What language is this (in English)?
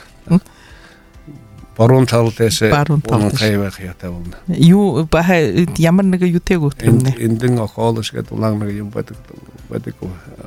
Buriat